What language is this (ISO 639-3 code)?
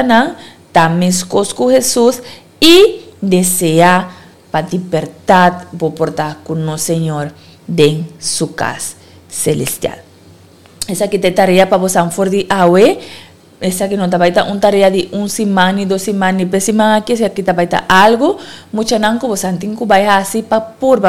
pap